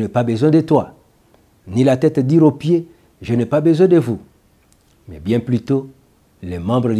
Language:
French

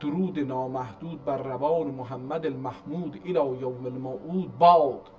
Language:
South Azerbaijani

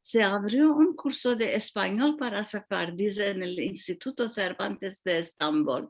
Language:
Ladino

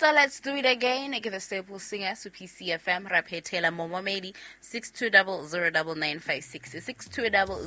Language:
Southern Sotho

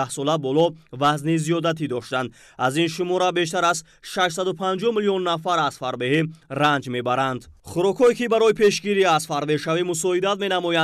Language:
Tajik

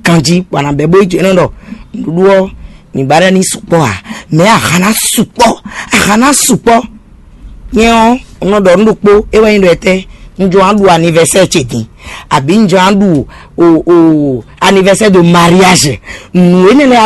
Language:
Fon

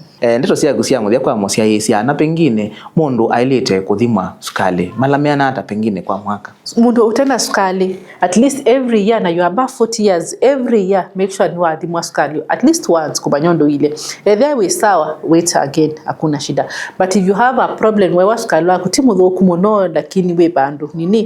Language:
Kamba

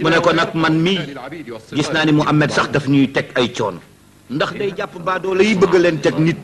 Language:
Wolof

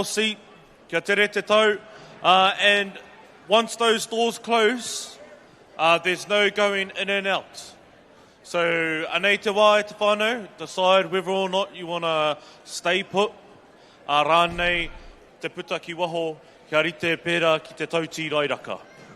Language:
Māori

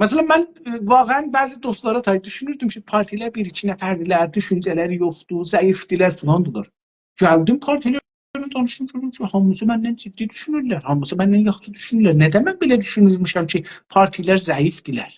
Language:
South Azerbaijani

